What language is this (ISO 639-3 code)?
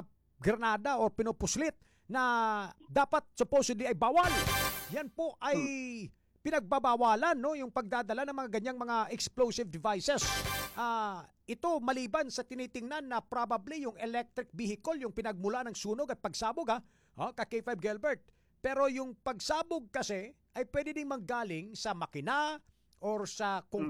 fil